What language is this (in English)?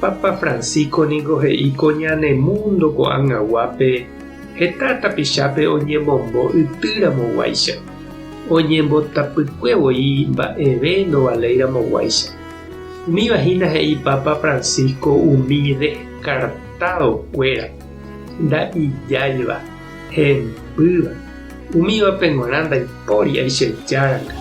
Guarani